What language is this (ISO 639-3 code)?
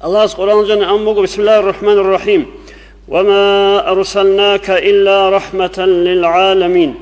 ava